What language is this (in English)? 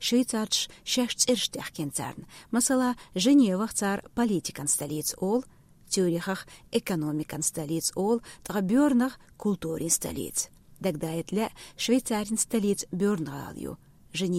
Chechen